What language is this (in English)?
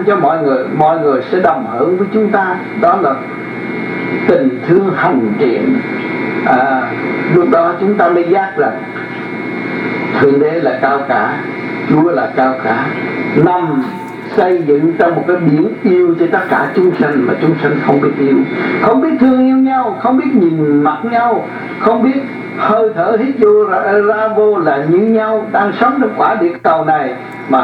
Vietnamese